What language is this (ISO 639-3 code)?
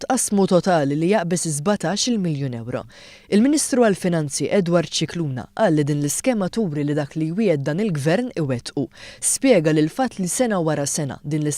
mlt